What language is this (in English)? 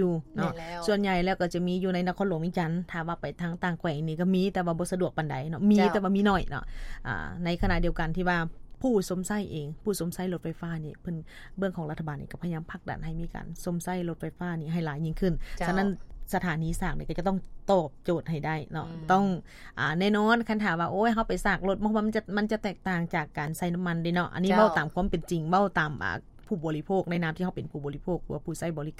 Lao